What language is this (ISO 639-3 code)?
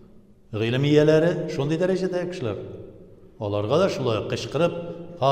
tat